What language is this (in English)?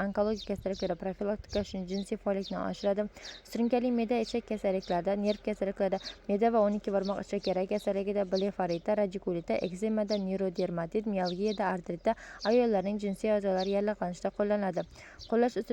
Uzbek